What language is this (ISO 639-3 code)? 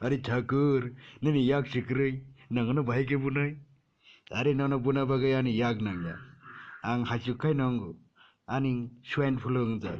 trp